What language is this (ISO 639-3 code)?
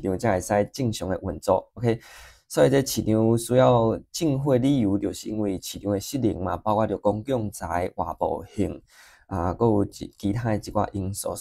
nan